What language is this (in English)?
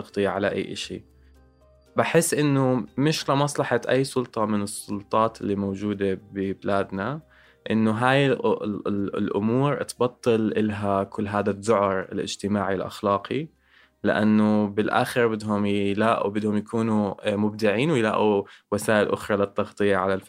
North Levantine Arabic